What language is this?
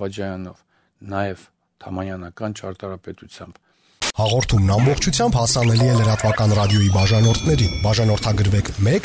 Armenian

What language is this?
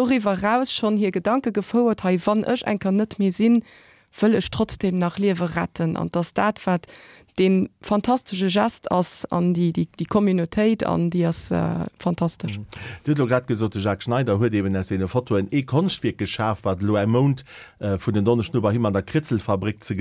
Luxembourgish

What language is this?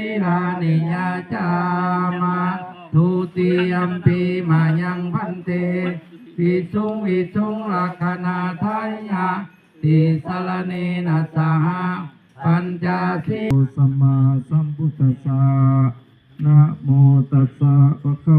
Pali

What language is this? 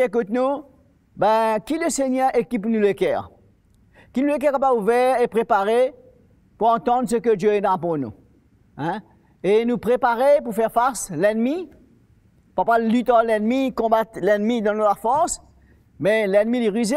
Morisyen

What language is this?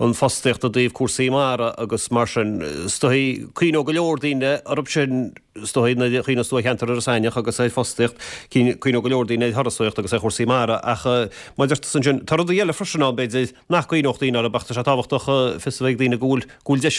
Irish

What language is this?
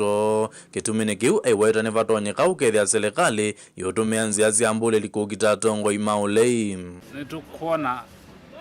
Kamba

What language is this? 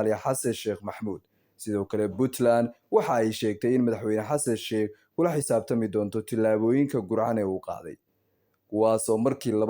Somali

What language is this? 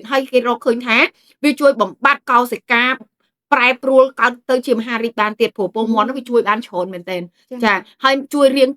Khmer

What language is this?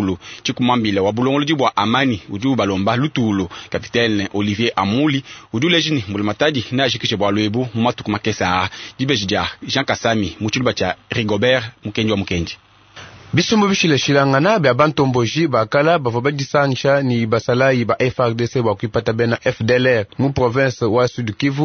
Luba-Lulua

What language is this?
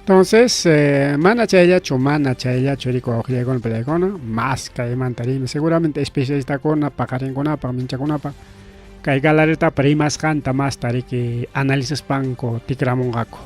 Ayacucho Quechua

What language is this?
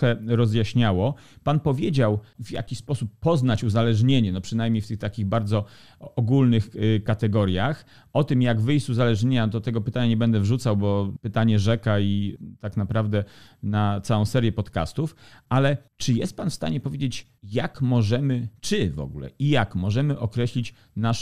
Polish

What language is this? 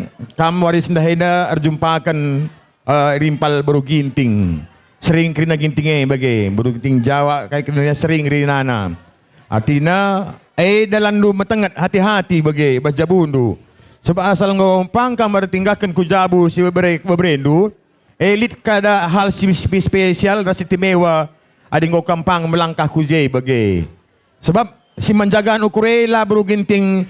Batak Karo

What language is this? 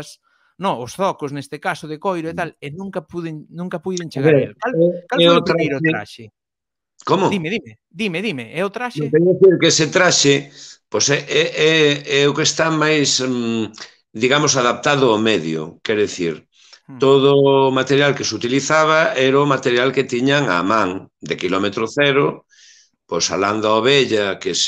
Galician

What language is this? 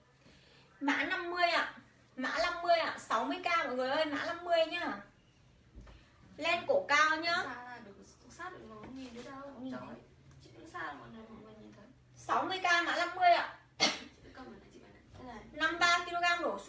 Vietnamese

